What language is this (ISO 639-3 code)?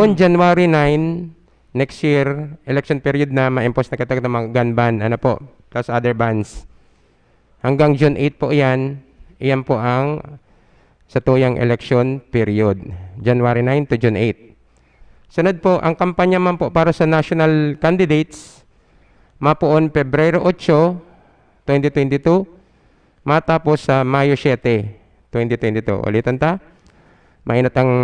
bik